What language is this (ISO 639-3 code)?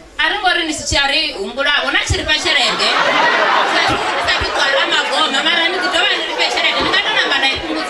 ven